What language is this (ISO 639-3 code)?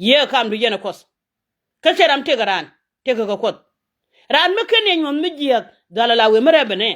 nus